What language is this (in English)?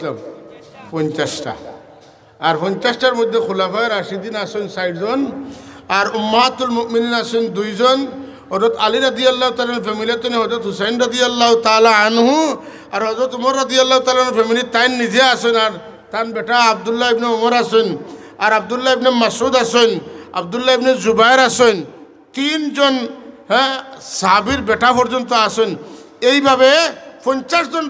Sylheti